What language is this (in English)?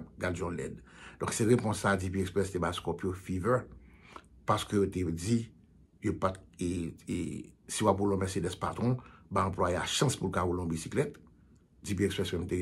Haitian Creole